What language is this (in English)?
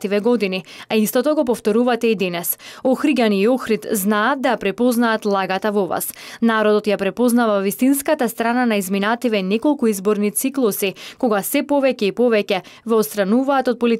Macedonian